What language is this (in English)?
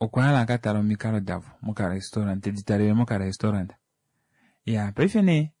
Kuanyama